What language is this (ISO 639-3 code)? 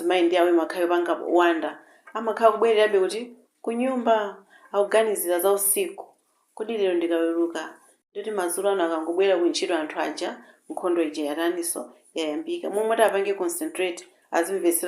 nya